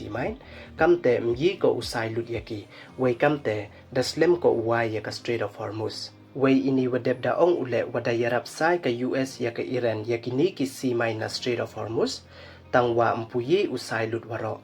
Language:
Pnar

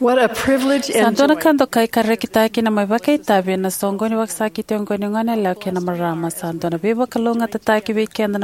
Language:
Fijian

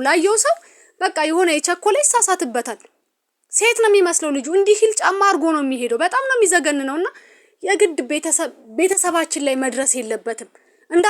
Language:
Amharic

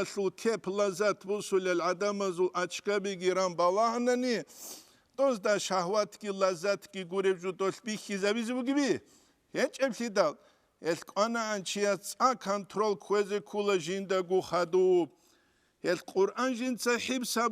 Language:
Avaric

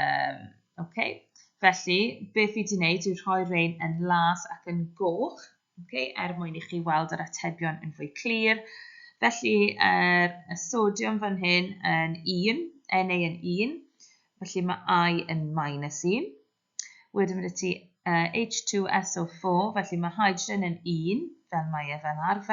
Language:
Welsh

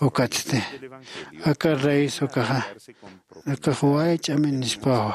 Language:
Aymara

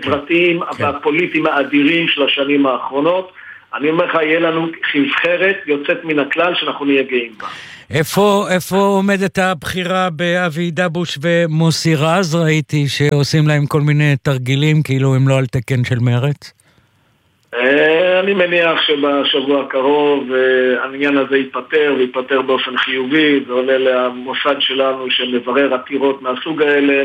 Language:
Hebrew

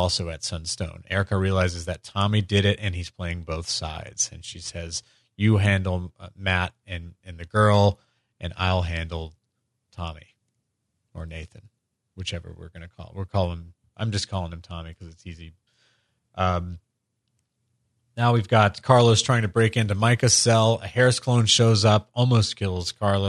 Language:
English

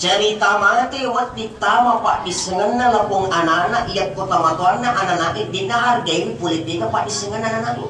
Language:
Buginese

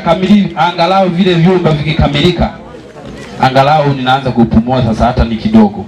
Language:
Swahili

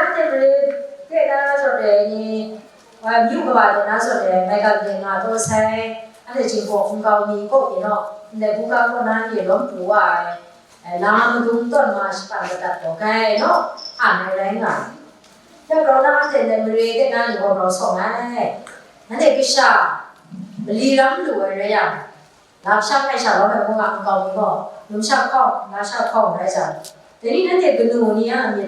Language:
Kachin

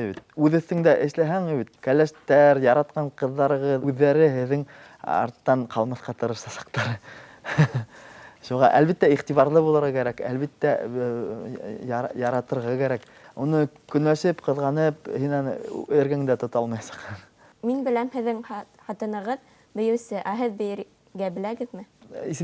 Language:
Bashkir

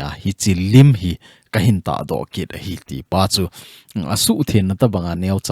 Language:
Thado Chin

